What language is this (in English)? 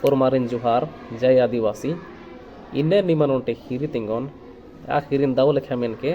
Kurukh